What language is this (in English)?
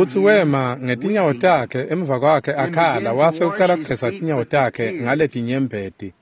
Swati